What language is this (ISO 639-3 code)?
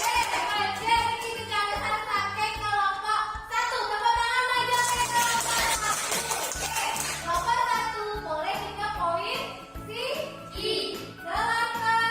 ban